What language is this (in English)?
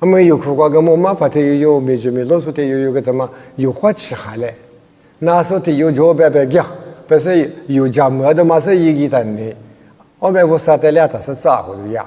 Lisu